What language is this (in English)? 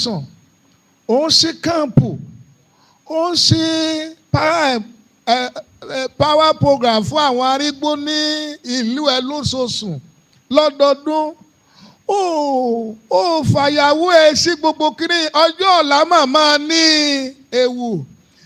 Yoruba